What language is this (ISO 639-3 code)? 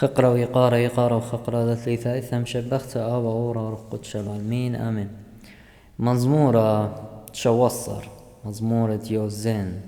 aii